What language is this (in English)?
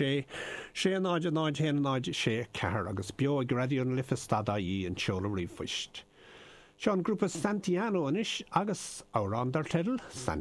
Irish